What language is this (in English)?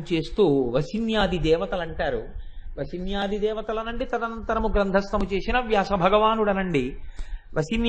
Telugu